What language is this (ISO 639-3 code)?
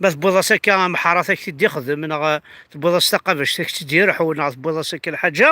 kab